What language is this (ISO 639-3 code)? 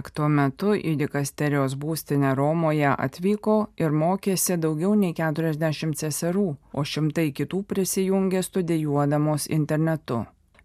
lit